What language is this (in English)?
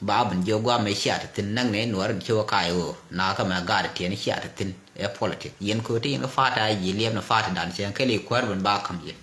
Nuer